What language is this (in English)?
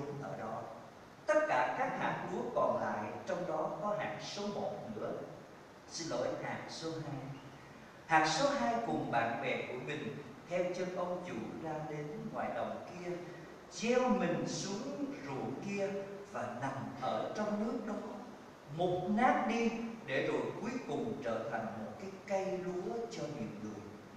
Vietnamese